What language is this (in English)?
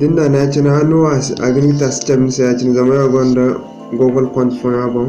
Zarma